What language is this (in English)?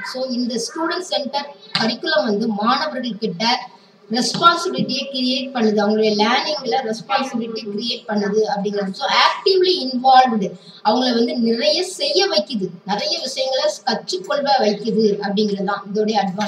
Tamil